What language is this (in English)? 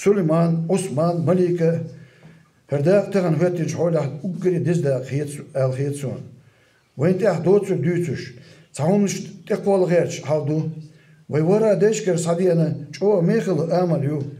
Chechen